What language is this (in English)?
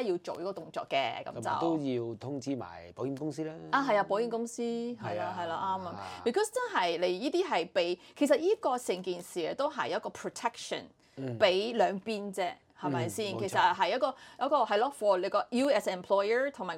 Cantonese